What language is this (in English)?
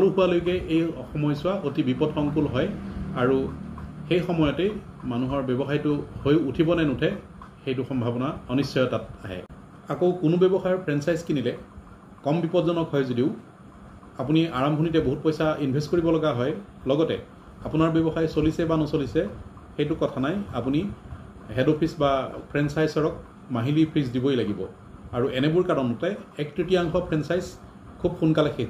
Assamese